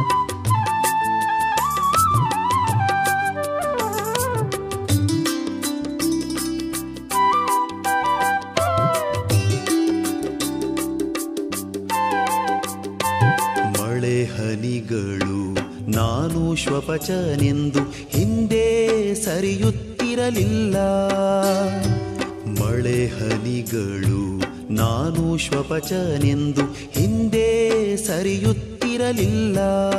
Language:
Kannada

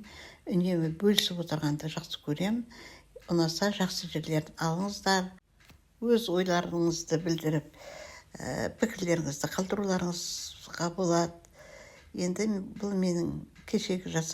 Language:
Kazakh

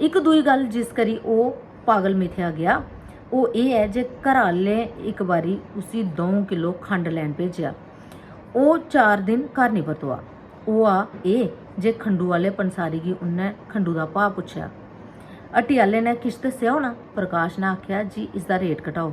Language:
Dogri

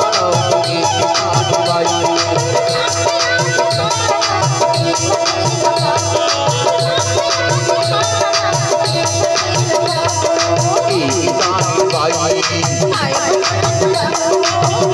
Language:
Chhattisgarhi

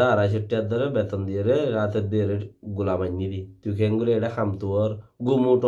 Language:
Rohingya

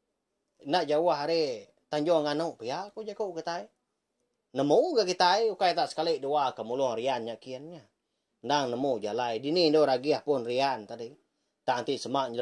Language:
Iban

